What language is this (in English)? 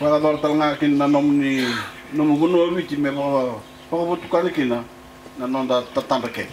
Fijian